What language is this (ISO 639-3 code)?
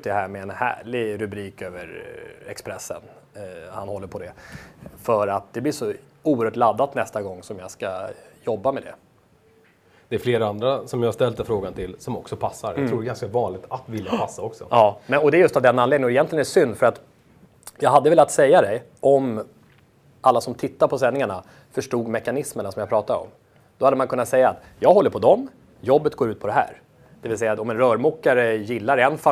swe